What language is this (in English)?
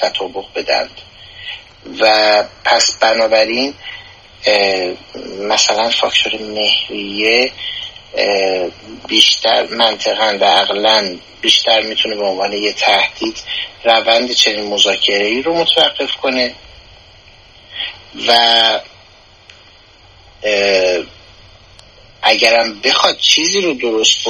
Persian